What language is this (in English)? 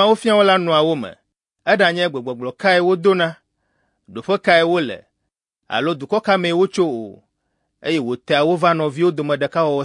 Ewe